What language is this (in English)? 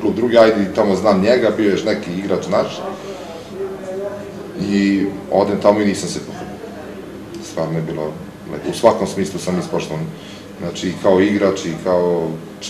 Serbian